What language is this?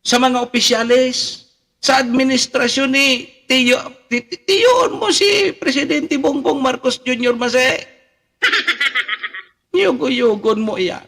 Bikol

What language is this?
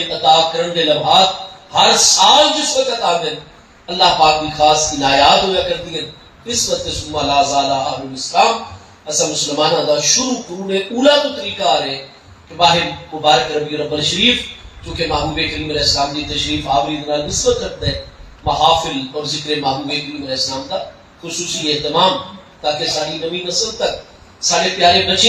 Saraiki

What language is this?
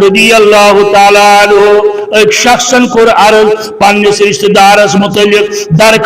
Kashmiri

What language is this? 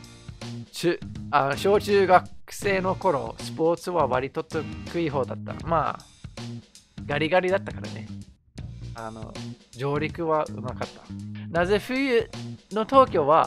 Japanese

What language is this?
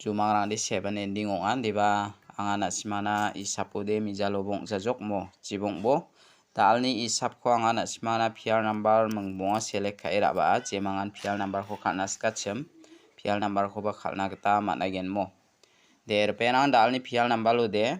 Garo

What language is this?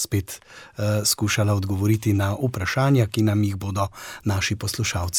Slovenian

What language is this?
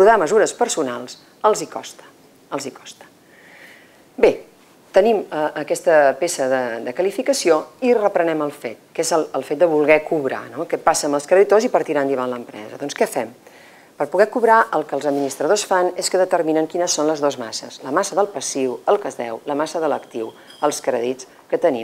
Catalan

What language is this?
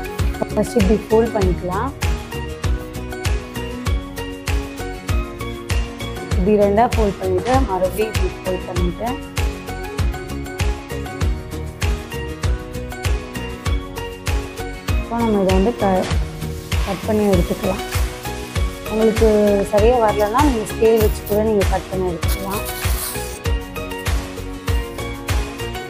Tamil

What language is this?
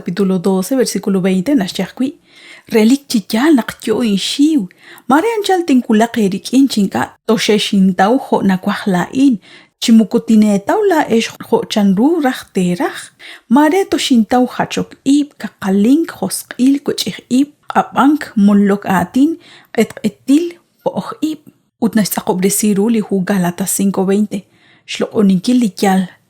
Kekchí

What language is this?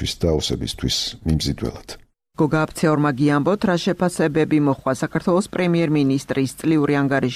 Georgian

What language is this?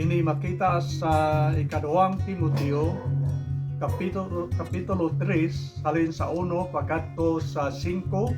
Hiligaynon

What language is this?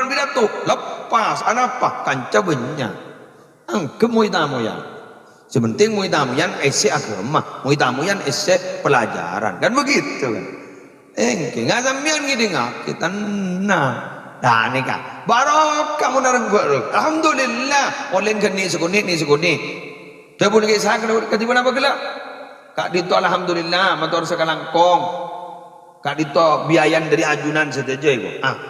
Madurese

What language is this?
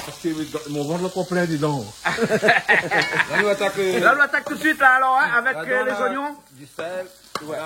Réunion Creole French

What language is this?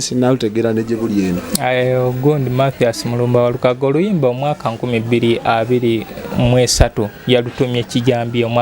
Ganda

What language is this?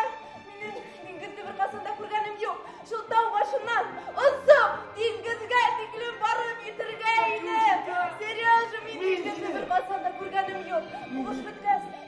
Bashkir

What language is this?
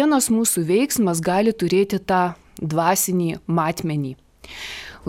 Lithuanian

